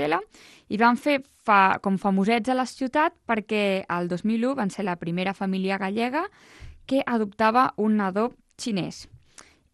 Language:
Catalan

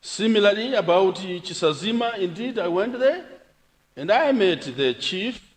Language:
Nyanja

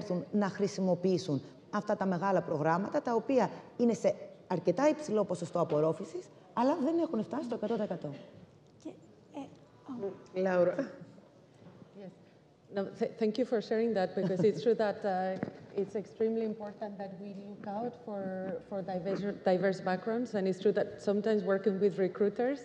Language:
Greek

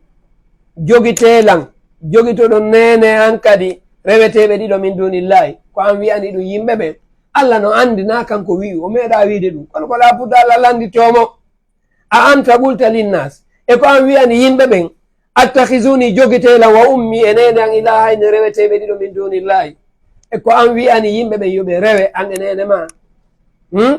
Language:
Fula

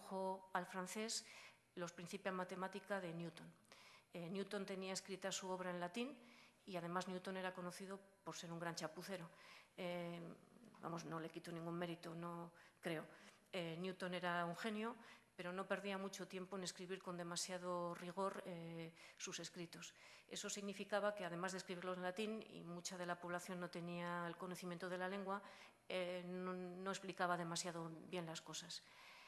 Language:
Spanish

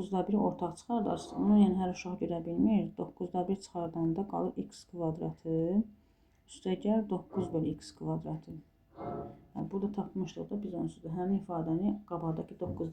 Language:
Azerbaijani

